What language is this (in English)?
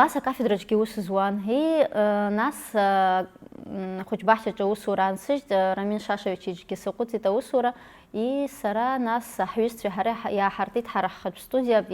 Abkhazian